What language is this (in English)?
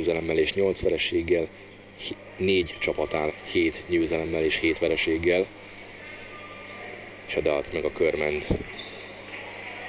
Hungarian